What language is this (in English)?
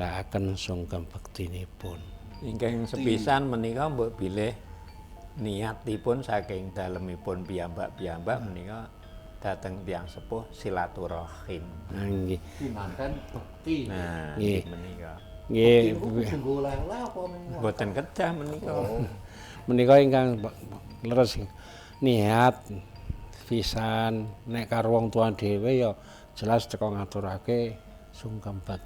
Javanese